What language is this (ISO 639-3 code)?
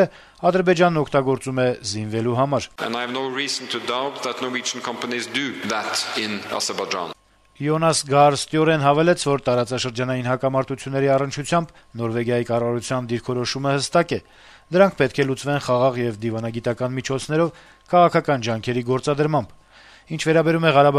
hye